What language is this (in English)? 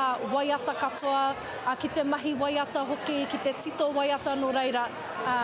Māori